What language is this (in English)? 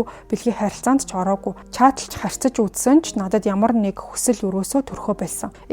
Mongolian